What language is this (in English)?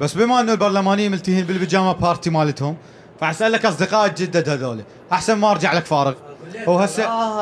Mesopotamian Arabic